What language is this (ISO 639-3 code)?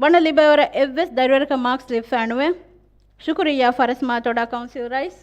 div